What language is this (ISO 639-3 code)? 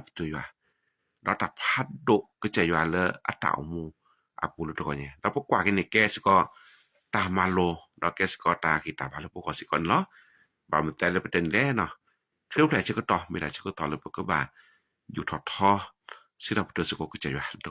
ksw